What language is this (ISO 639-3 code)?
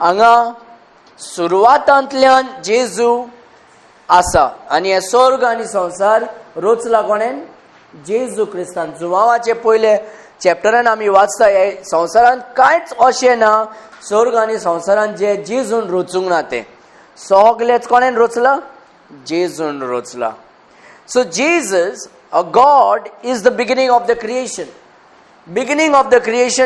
kok